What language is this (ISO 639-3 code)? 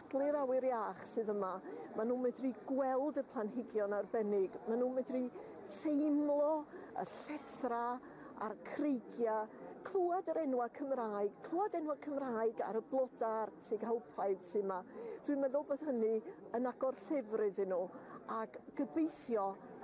cym